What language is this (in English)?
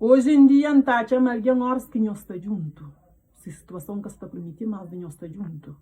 Kabuverdianu